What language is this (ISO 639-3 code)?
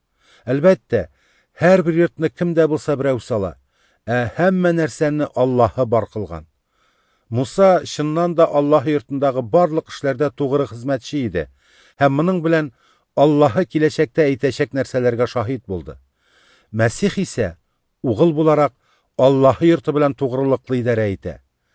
tat